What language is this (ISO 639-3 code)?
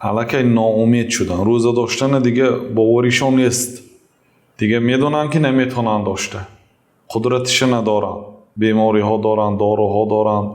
tgk